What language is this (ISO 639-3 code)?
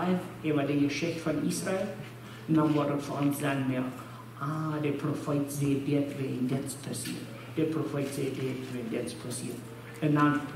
pdt